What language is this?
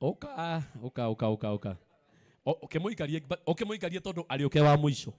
Kikuyu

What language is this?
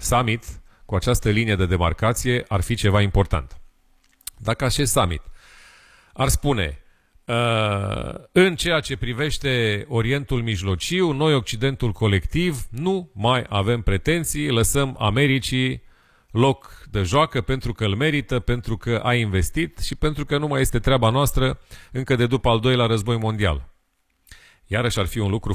Romanian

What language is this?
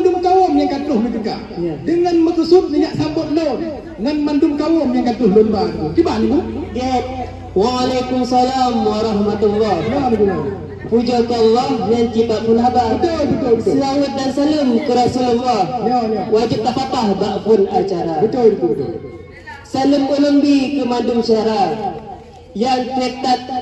Achinese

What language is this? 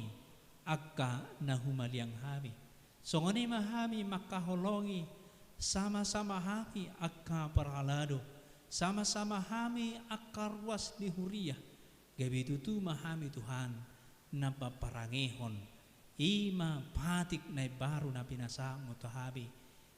Batak Toba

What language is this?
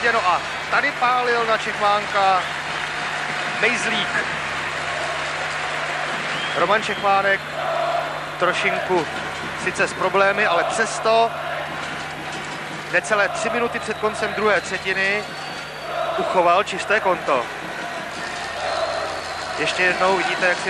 Czech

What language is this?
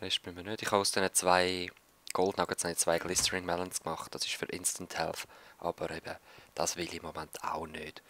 Swiss German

